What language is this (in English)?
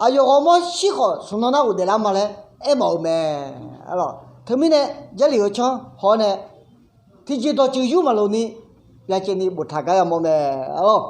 Akha